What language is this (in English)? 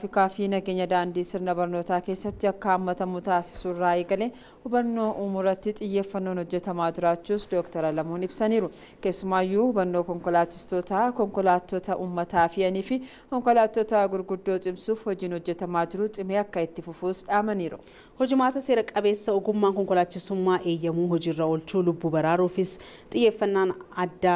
Oromo